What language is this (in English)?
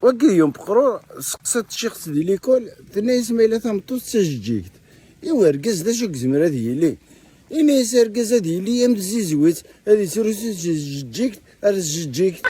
Kabyle